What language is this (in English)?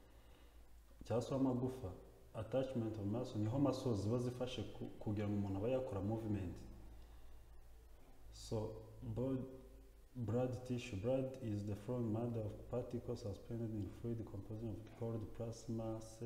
Kinyarwanda